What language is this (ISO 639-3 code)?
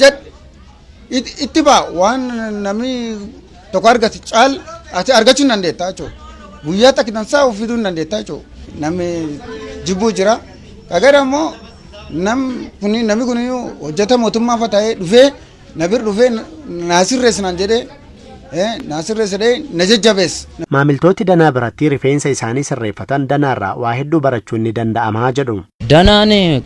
orm